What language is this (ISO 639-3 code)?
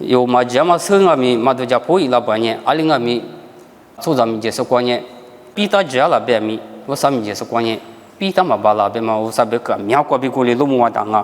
lis